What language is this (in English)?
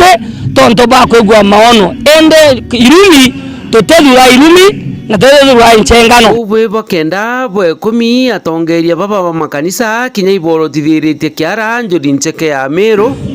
Meru